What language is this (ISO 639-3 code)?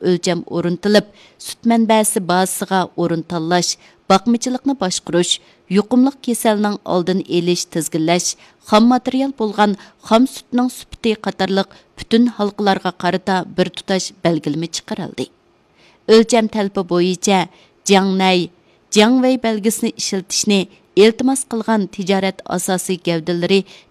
uig